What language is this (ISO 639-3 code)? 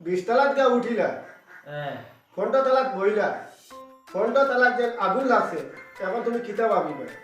syl